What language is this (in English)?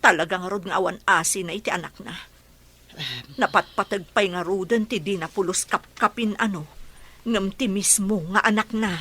Iloko